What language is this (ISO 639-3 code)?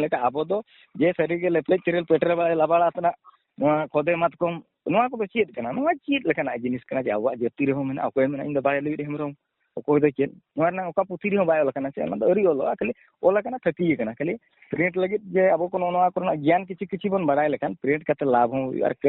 sat